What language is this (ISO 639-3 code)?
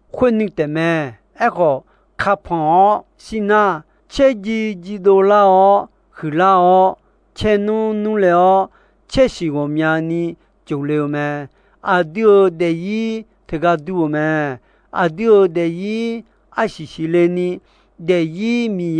ahk